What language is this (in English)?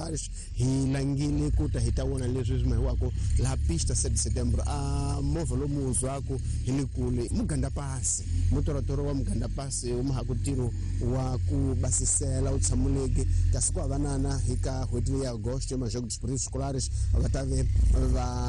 Tsonga